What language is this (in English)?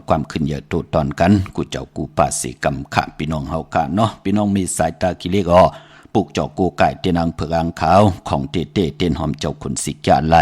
Shan